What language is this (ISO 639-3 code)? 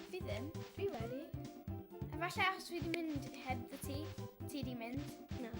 cym